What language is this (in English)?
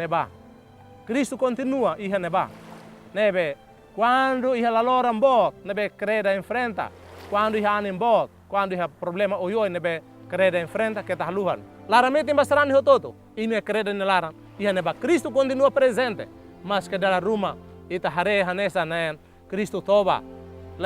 Tetum